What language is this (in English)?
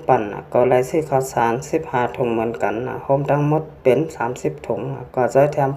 Shan